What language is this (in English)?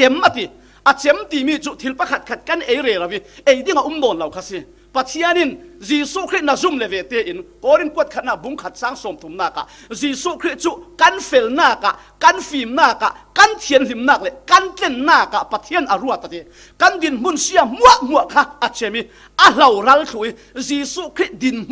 Falam Chin